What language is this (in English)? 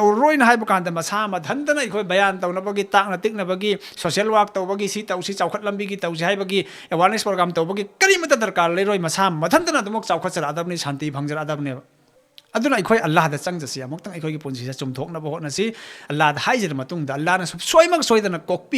Manipuri